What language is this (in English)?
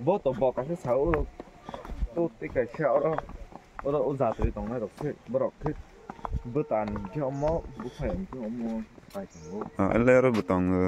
Kok Borok